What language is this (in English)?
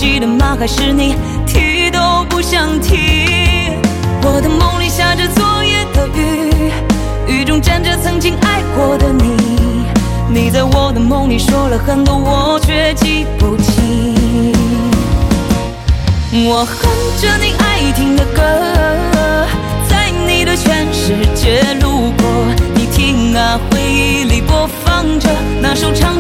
Chinese